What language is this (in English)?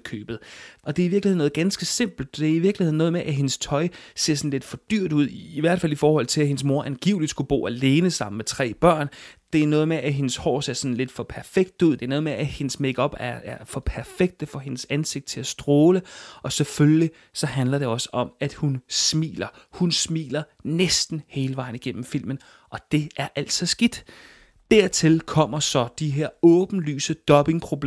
Danish